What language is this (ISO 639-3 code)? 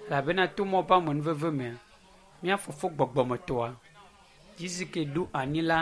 ewe